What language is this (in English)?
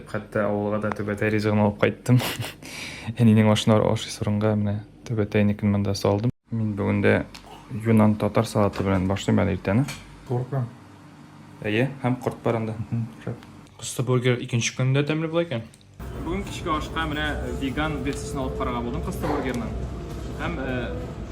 Tatar